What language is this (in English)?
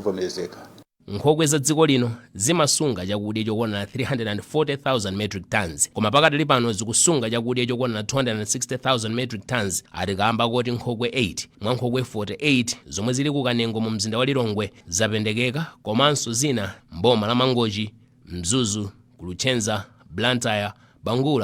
Nyanja